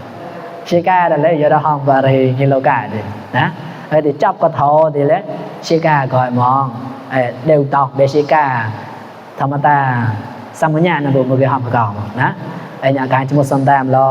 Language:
Mon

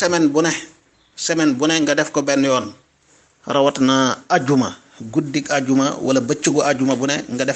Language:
Wolof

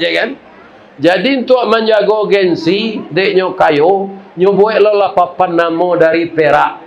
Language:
Minangkabau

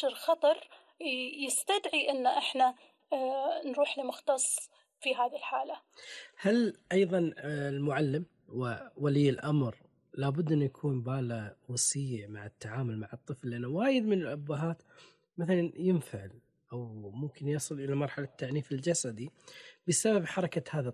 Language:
Gulf Arabic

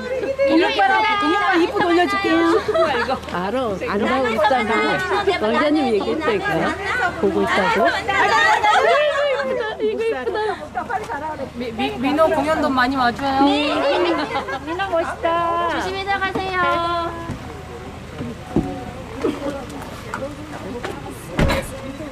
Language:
Korean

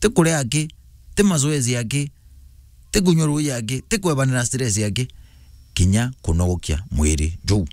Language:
Meru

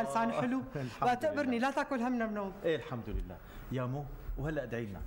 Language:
North Levantine Arabic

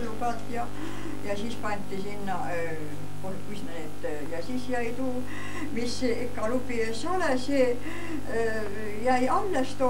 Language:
Estonian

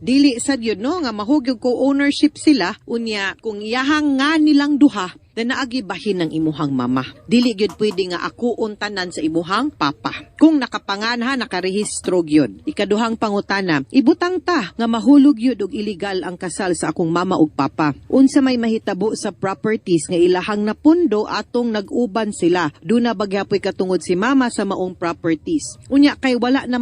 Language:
Cebuano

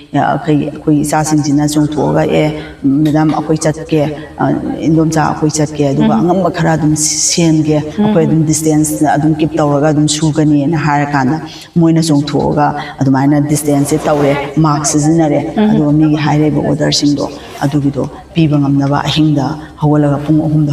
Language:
Manipuri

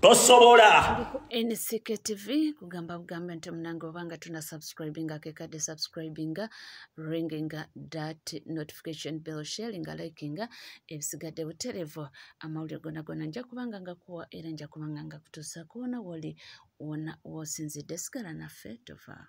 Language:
Ganda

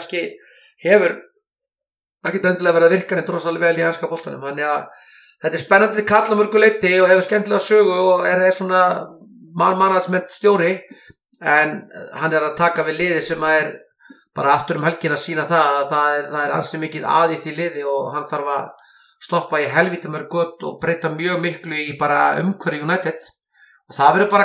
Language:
Icelandic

